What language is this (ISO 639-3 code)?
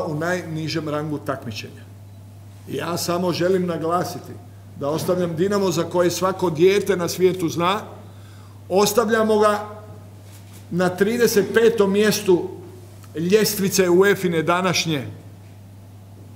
hrv